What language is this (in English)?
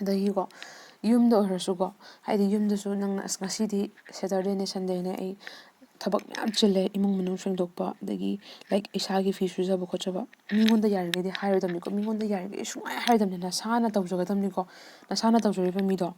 Manipuri